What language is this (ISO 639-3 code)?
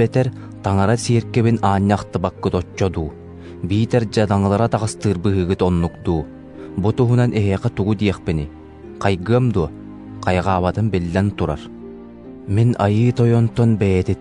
sah